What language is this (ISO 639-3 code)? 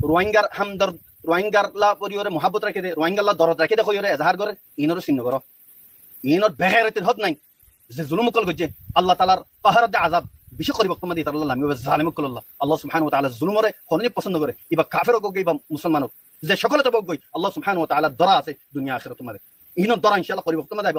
rhg